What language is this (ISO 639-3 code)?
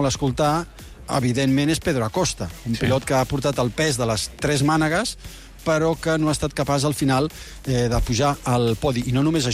cat